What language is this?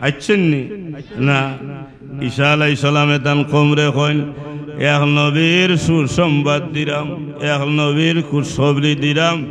Sylheti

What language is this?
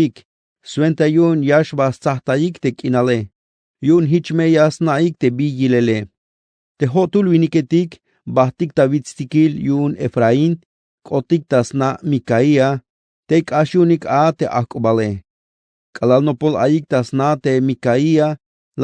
Tzeltal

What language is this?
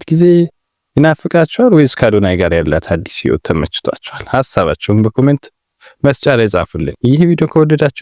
Amharic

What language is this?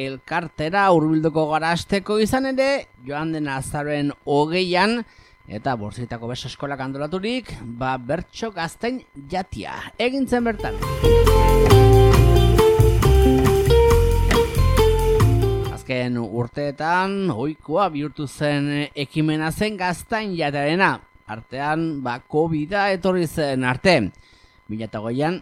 Basque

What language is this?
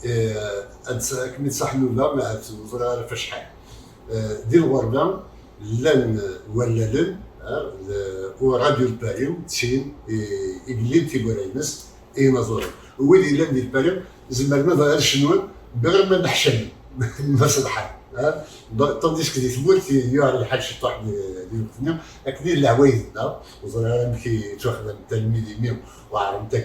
Kabyle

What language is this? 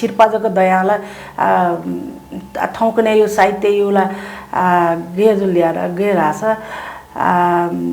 Newari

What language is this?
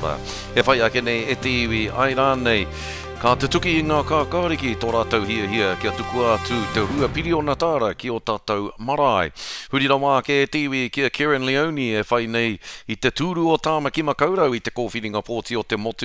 Māori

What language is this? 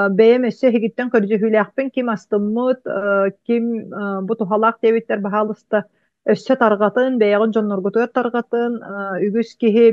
Yakut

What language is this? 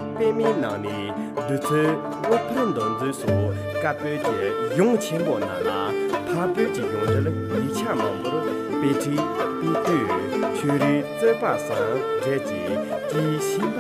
Tibetan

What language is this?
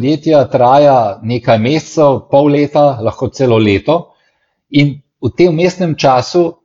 Slovenian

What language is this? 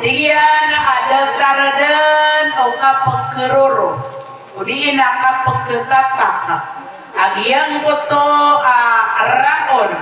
Maranao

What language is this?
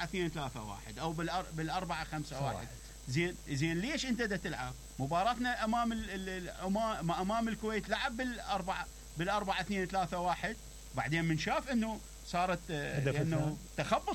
Mesopotamian Arabic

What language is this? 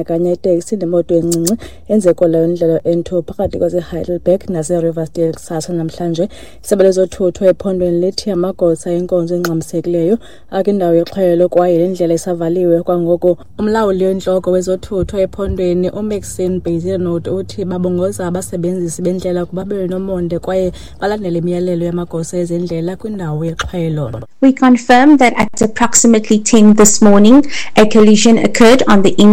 Xhosa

